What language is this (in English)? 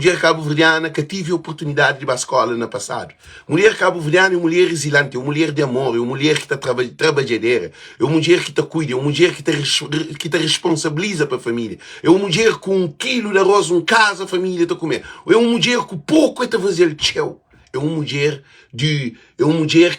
Kabuverdianu